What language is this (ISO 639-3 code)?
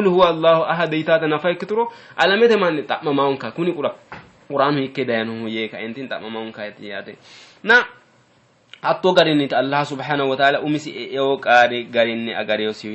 sid